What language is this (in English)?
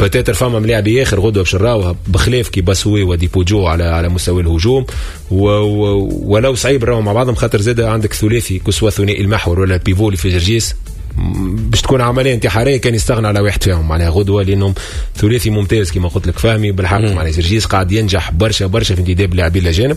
Tunisian Arabic